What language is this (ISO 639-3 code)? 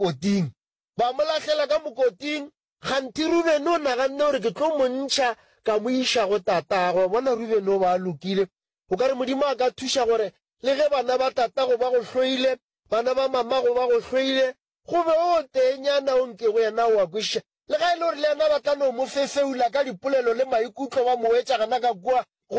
nso